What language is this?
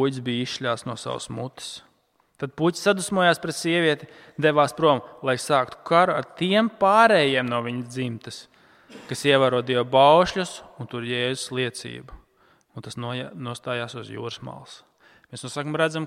Latvian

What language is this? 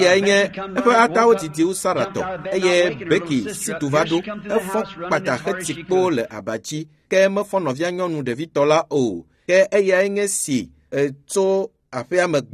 Ewe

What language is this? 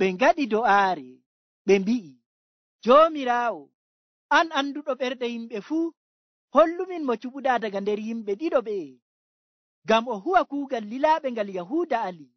Nigerian Fulfulde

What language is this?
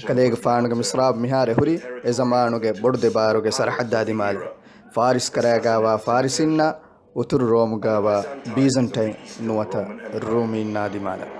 Divehi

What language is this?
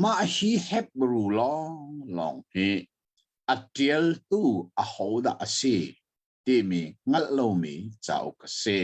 Hakha Chin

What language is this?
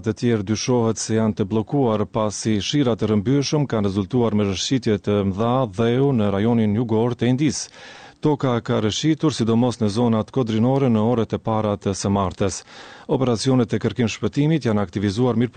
Albanian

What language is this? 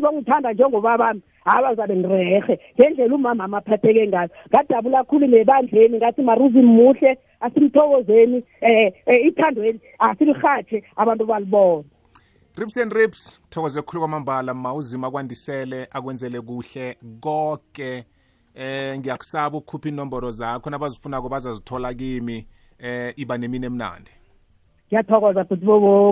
South Ndebele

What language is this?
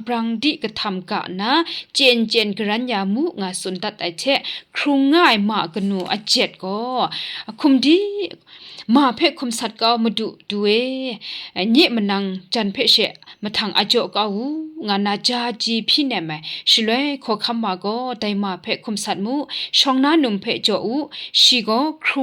Kachin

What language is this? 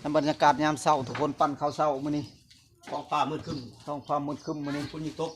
Northeastern Thai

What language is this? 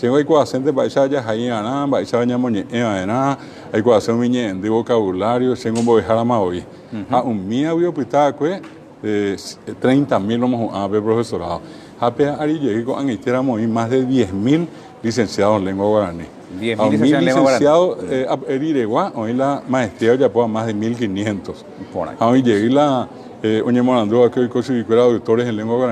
Guarani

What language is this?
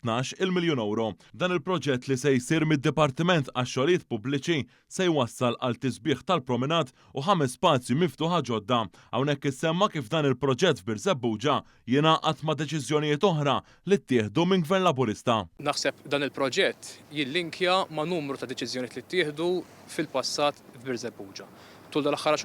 Maltese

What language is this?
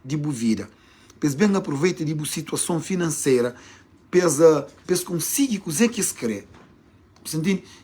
Kabuverdianu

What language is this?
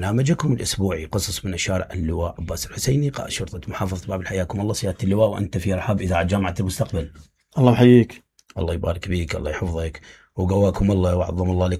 Mesopotamian Arabic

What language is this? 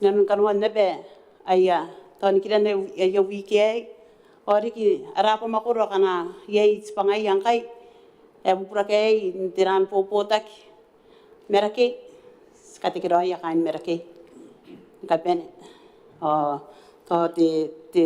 Gilbertese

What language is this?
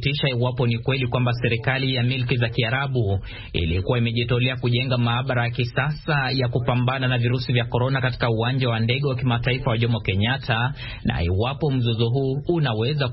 Swahili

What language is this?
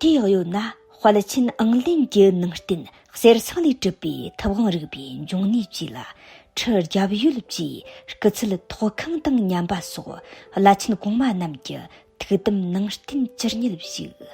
Tibetan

